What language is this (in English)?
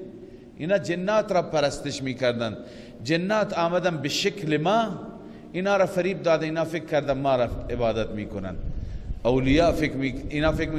Persian